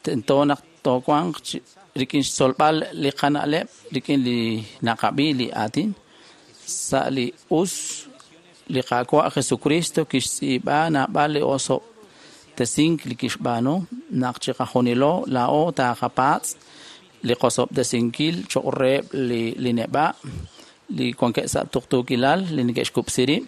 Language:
Kekchí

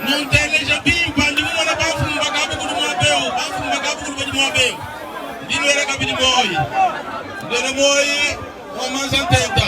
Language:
Luba-Lulua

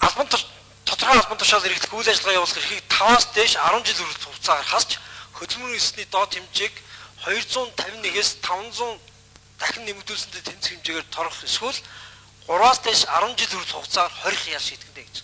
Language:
Mongolian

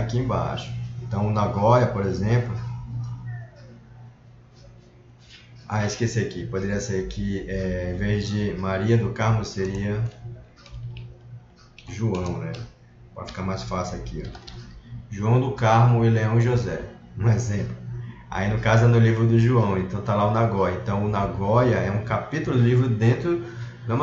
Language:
Portuguese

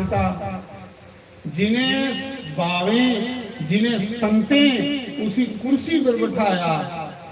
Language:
Dogri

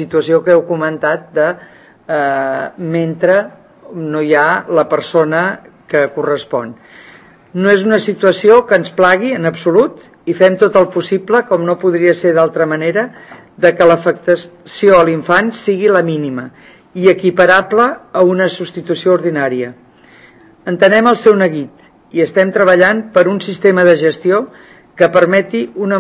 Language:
Catalan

